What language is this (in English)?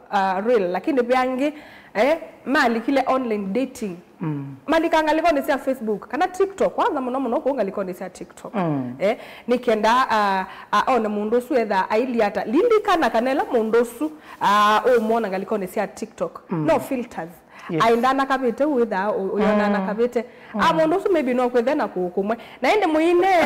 Kamba